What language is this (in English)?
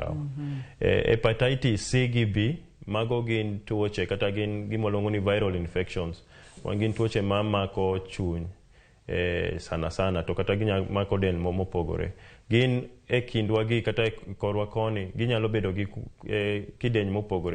Luo (Kenya and Tanzania)